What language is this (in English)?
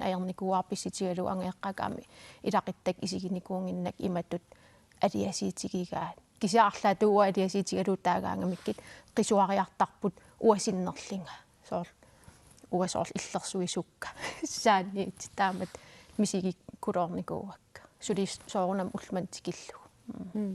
Kalaallisut